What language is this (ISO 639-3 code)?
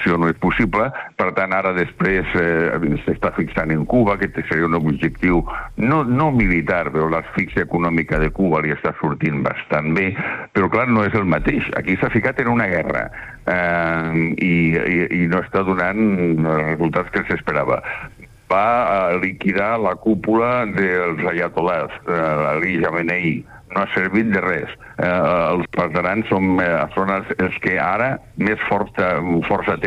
cat